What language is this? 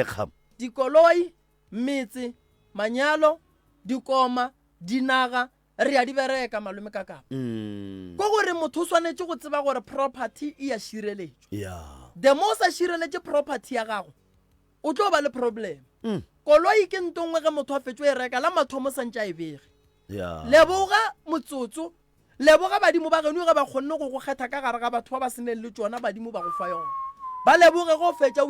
Northern Sotho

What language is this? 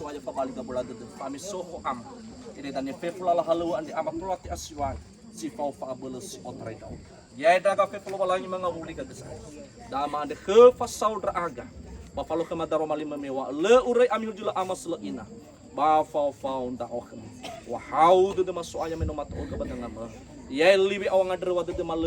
Nias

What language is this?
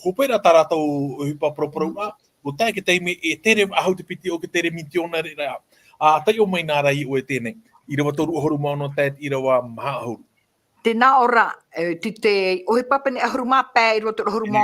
Tahitian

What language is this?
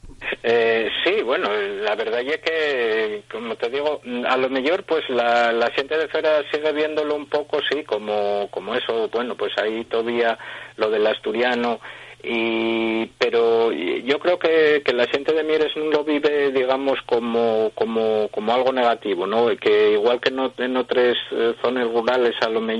Asturian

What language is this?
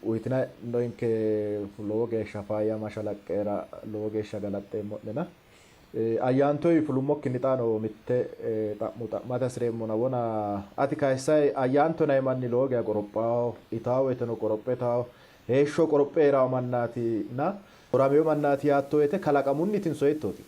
Sidamo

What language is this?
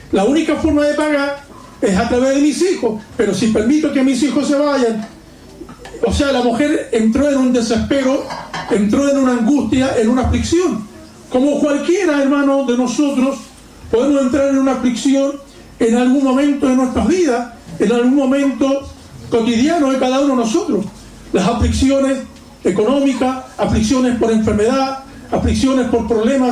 Spanish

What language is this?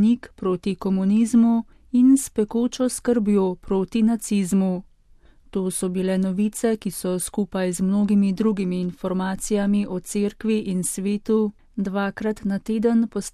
Slovenian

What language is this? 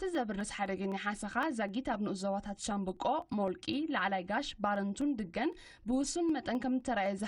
Tigrinya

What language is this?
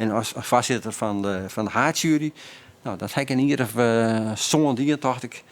Western Frisian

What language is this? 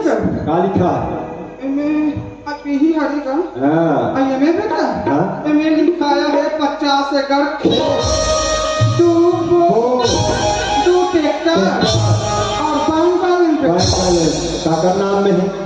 Chhattisgarhi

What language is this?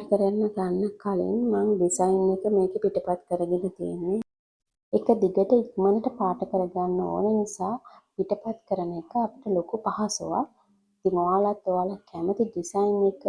Sinhala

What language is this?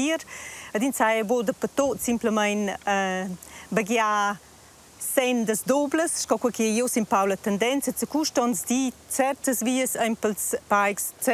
Romansh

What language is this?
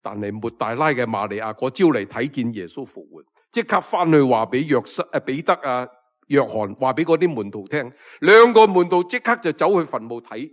Cantonese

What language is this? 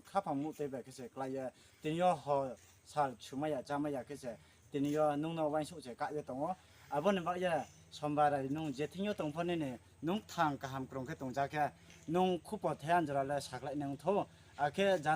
Riang (India)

